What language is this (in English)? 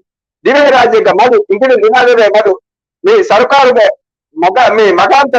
Divehi